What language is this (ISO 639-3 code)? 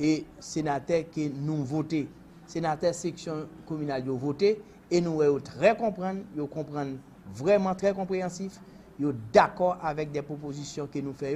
hat